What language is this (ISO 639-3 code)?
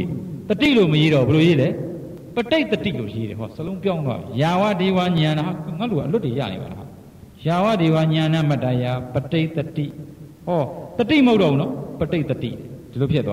mya